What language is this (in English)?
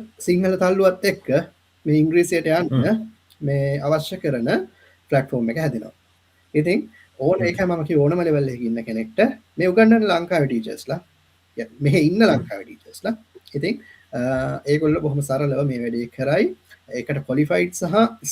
Sinhala